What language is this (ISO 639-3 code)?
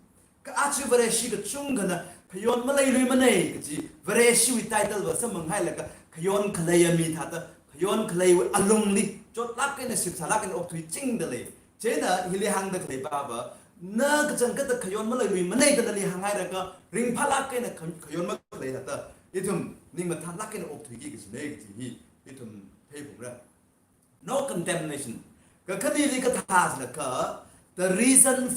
nmf